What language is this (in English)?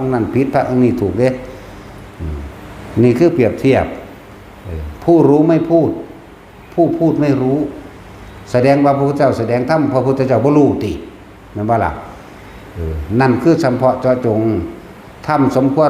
Northeastern Thai